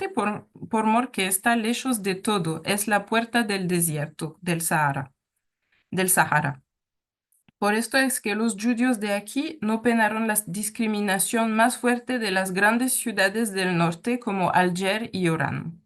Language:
Ladino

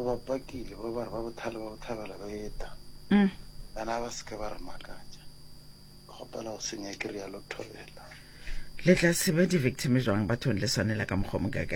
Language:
Northern Sotho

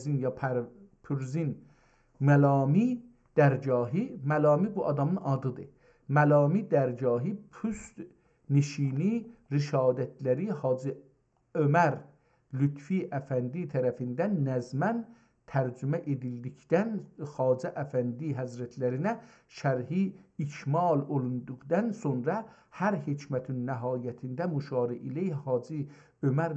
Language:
South Azerbaijani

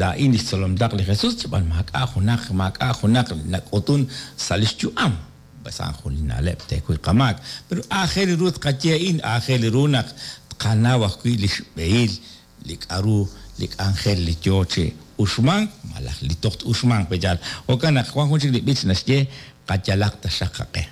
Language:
Kekchí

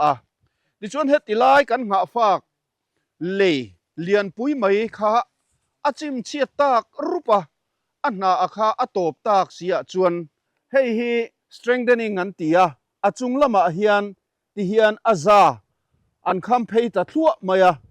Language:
Mizo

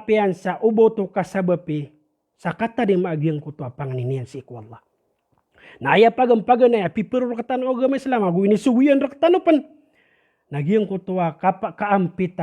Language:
Maranao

